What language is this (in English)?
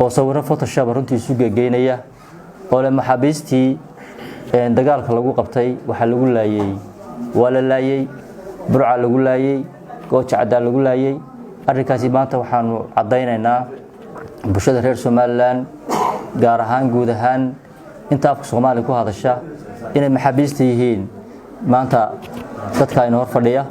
Somali